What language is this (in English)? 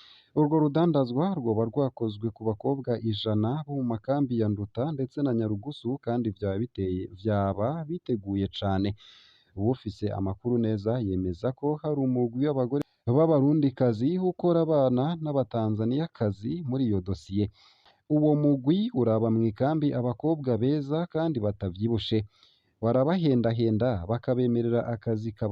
Rundi